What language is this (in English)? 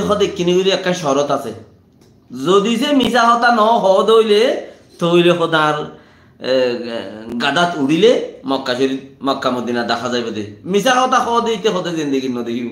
Rohingya